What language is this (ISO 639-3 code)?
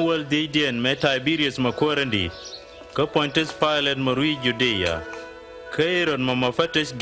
nus